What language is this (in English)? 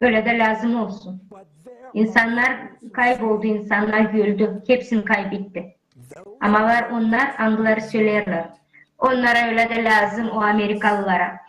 Gagauz